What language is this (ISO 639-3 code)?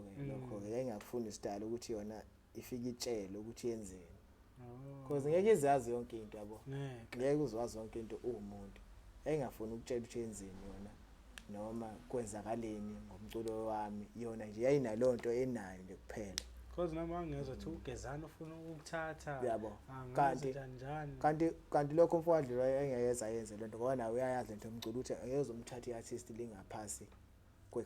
zul